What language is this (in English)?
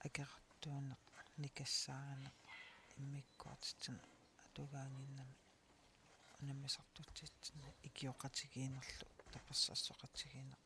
Kalaallisut